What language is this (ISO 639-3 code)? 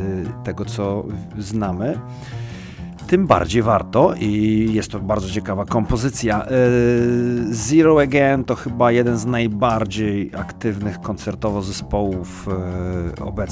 pol